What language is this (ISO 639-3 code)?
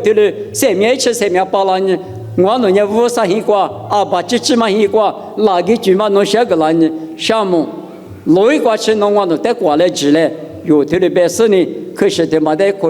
lis